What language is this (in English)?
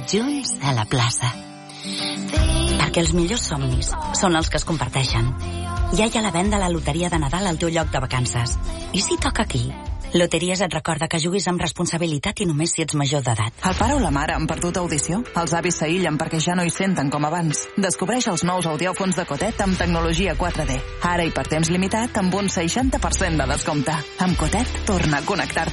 Catalan